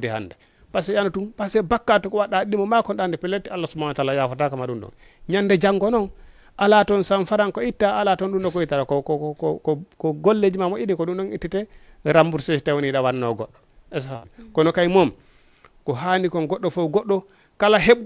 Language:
Fula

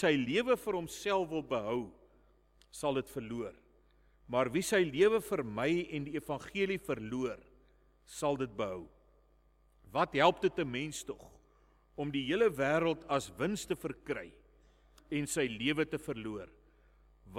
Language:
Afrikaans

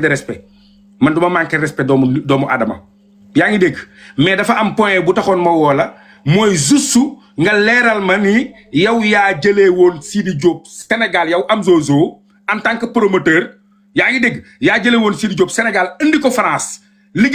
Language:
Wolof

